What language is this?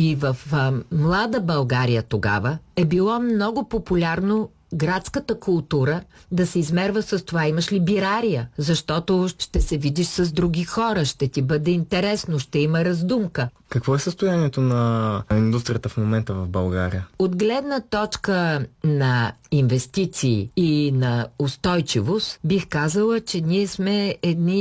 Bulgarian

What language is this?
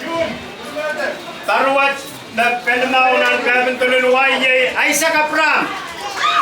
Pohnpeian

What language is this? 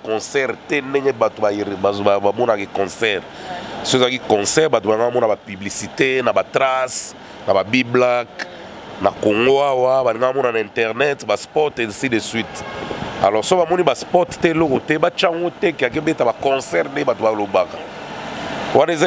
Lingala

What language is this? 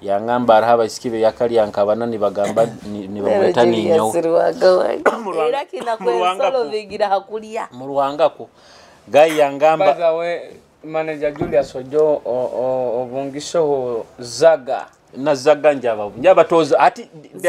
Nyoro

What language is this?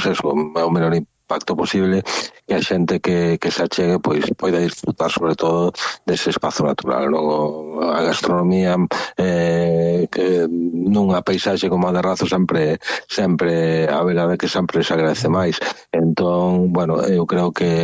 Galician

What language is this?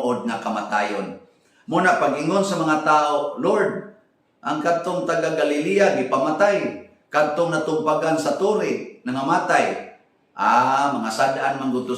Cebuano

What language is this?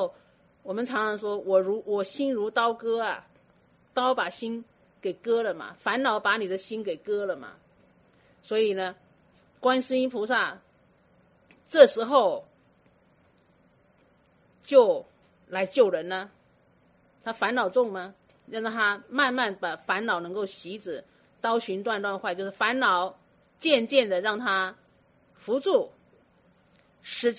Chinese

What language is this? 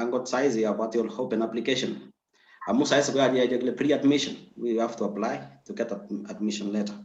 Kalenjin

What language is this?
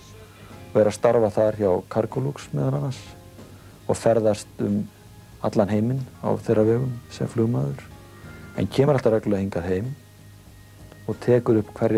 Icelandic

